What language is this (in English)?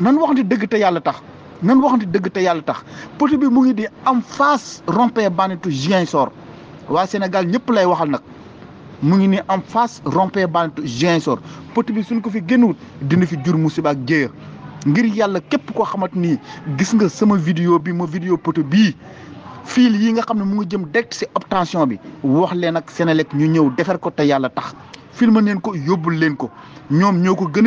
Wolof